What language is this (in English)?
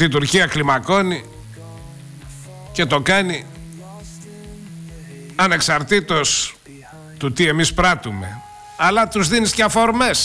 Greek